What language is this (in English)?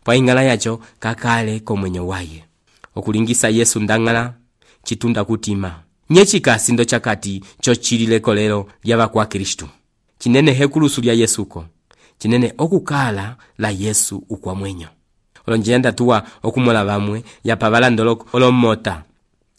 Umbundu